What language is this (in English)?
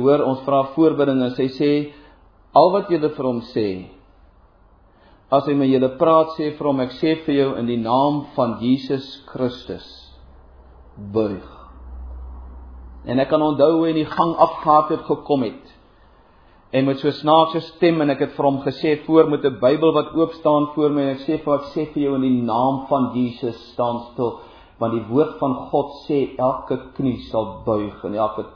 Afrikaans